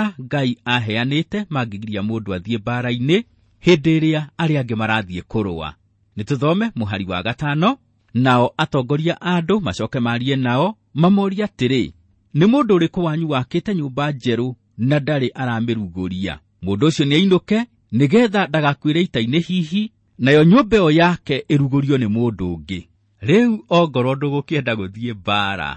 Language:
Kikuyu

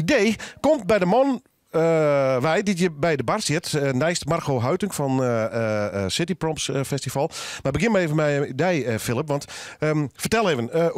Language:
Western Frisian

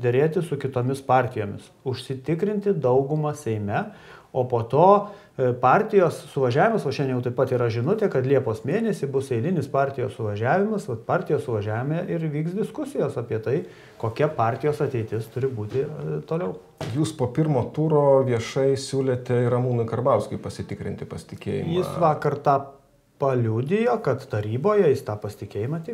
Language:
Lithuanian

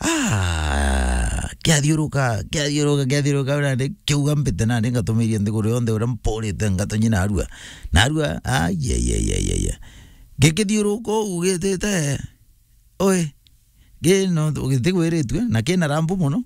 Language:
Meru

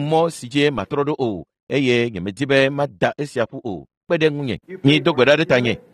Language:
Ewe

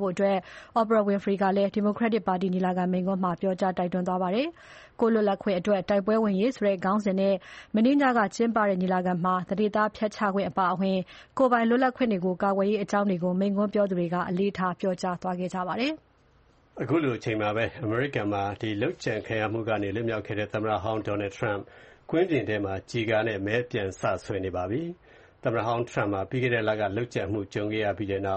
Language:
Burmese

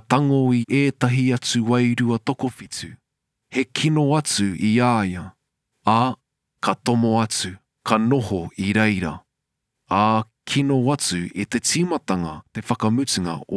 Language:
Māori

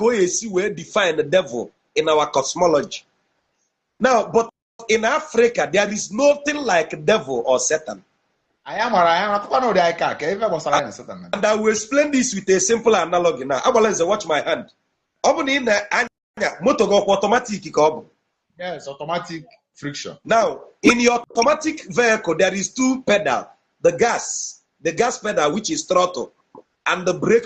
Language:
Igbo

